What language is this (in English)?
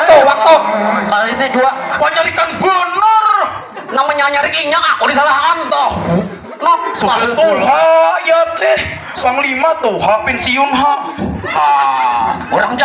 Banjar